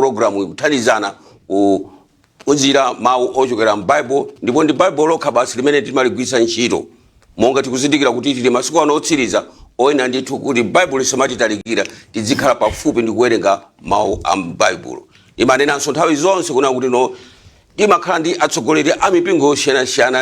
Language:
Nyanja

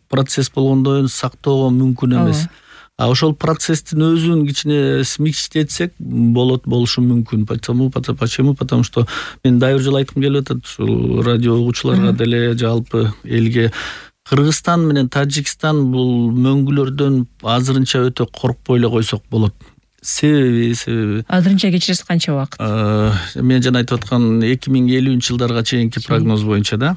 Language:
Kyrgyz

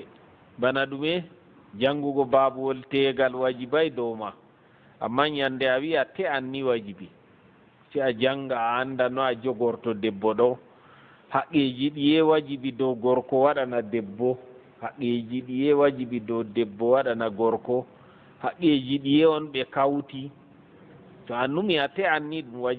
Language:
Fula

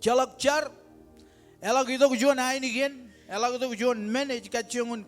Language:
Marshallese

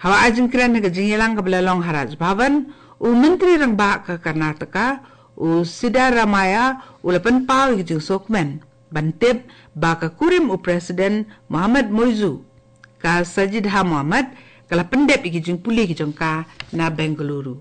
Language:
Khasi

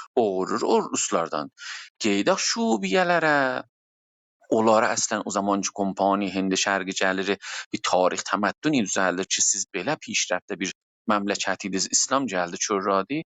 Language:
South Azerbaijani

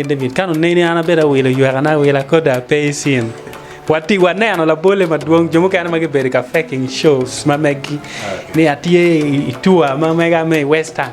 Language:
Acoli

